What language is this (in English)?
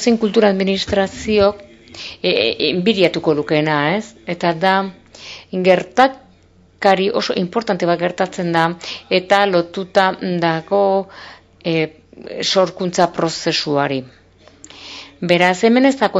Basque